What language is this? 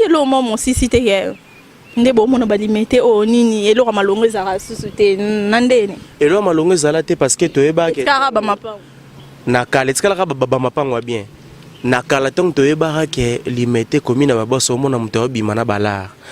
Lingala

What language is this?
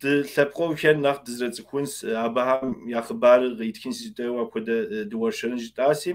Kabardian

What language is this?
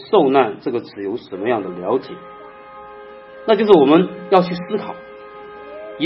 Chinese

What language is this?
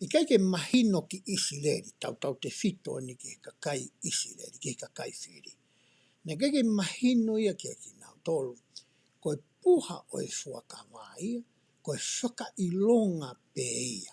Tongan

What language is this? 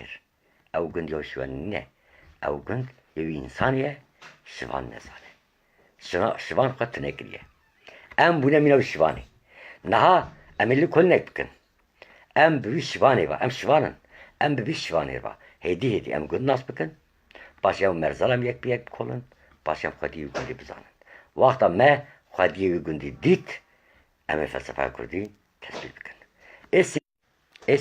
Kurdish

